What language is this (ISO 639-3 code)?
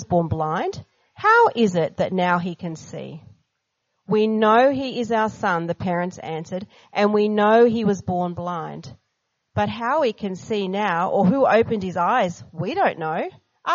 eng